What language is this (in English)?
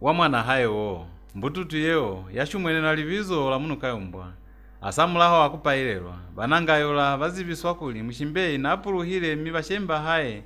Lozi